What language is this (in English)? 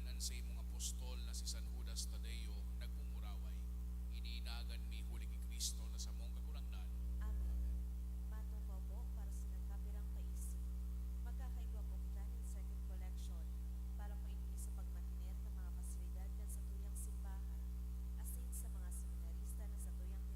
Bikol